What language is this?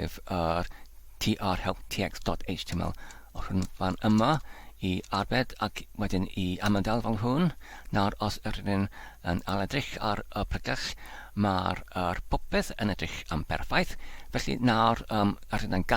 Welsh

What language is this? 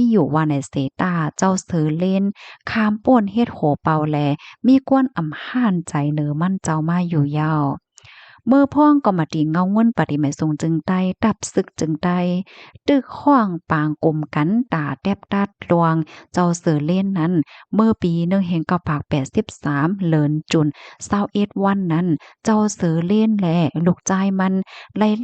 Shan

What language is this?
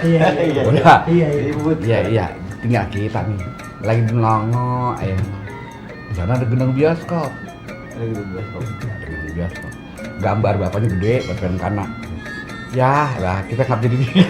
Betawi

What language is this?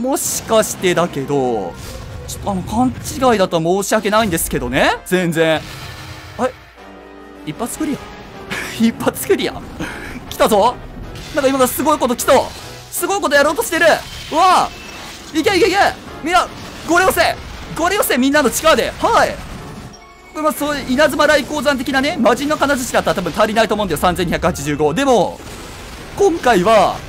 Japanese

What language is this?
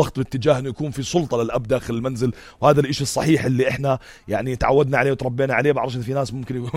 North Levantine Arabic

